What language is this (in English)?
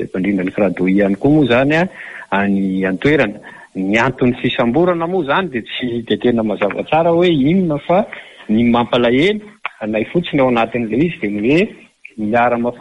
Malagasy